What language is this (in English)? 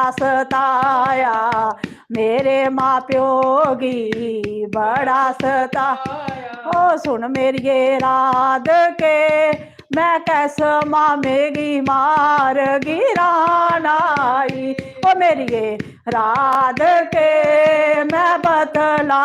Dogri